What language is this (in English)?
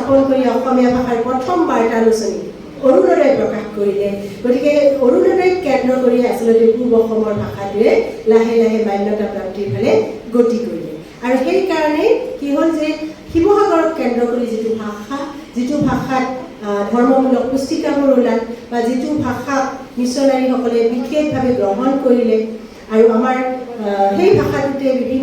Assamese